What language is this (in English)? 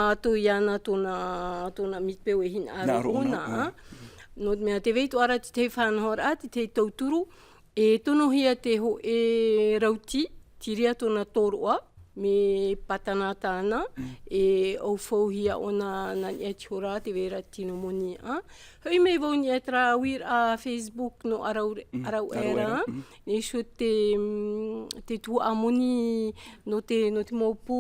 Tahitian